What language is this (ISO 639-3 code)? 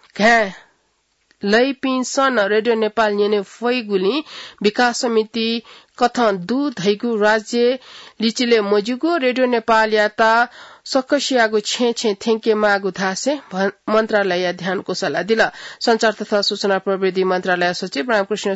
new